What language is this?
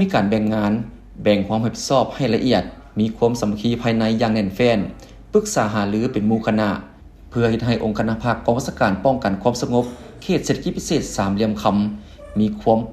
Lao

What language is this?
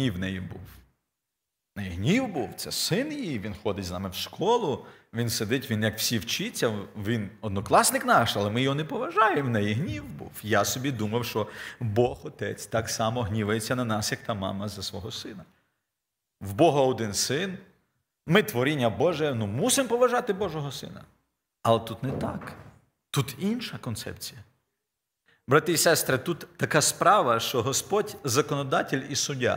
Ukrainian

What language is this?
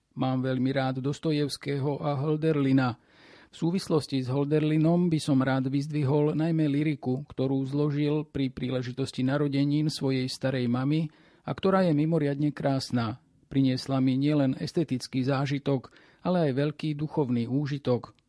Slovak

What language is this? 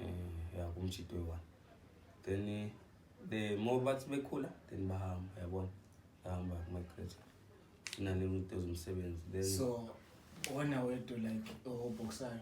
Zulu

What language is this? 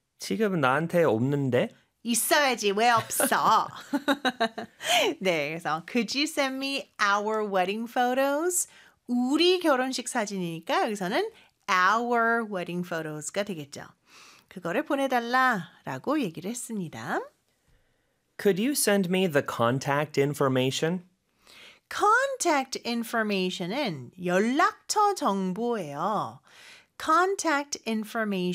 Korean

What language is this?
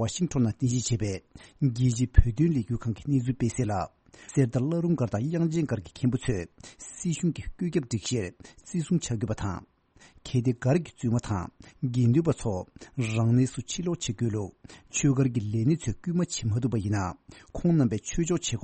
Tibetan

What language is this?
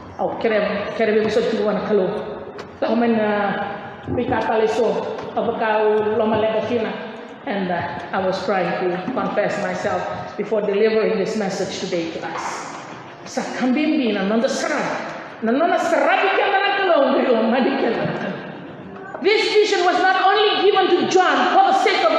Fijian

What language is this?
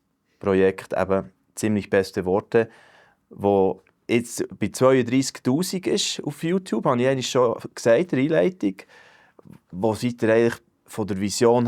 Swiss German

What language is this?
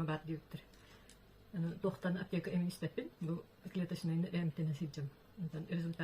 Yakut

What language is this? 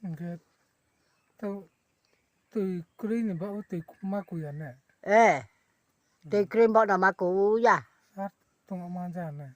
Riang (India)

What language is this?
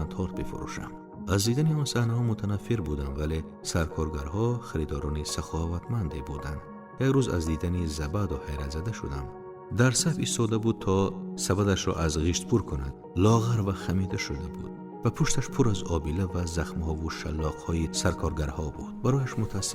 Tajik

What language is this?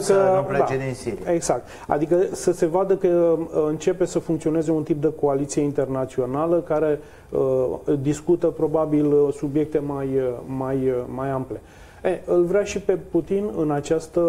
Romanian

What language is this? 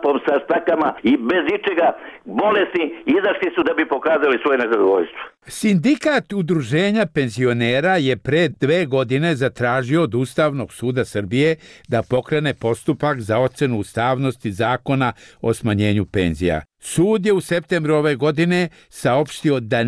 Serbian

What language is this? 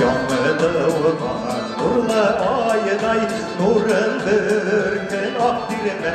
Bashkir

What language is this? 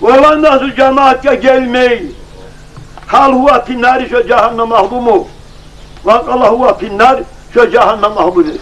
Kumyk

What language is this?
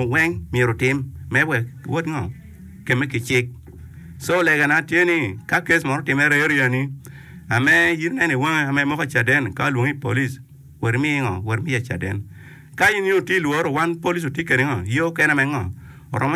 Acoli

